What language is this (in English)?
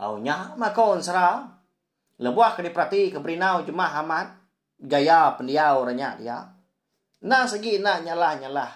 Iban